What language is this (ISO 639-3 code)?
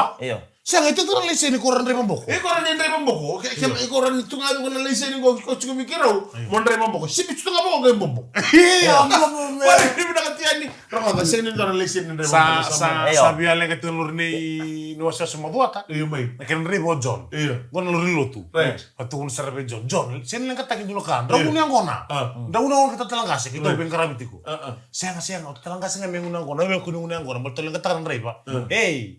fij